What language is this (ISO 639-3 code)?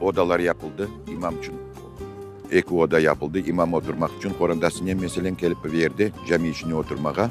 crh